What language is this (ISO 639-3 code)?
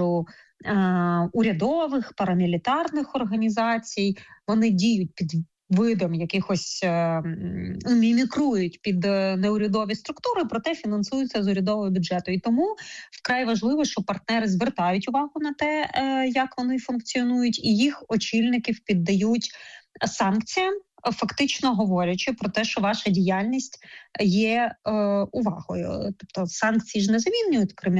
ukr